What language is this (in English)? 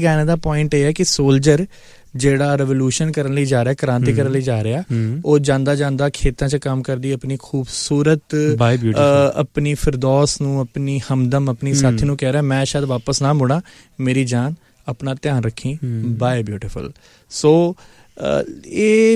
Punjabi